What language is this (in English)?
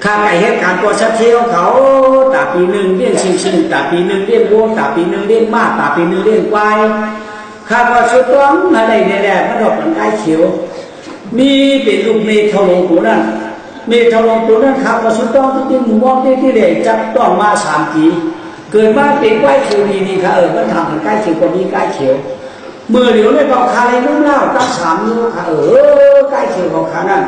Shan